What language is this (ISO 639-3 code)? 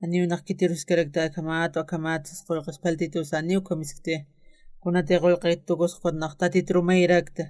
aym